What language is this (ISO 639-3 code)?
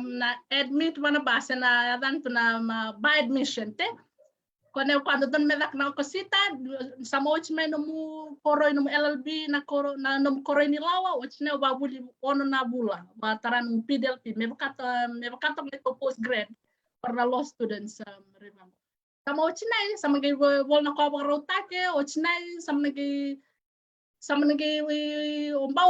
fij